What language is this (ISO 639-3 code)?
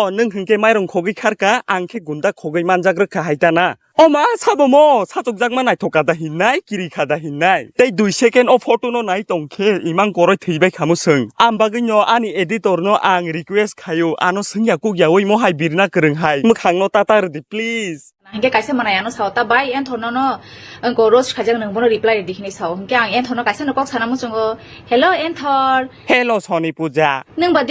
trp